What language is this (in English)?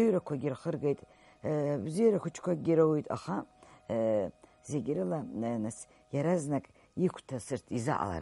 Abkhazian